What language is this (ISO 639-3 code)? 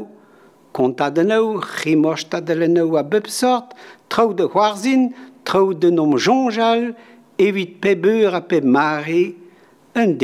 bre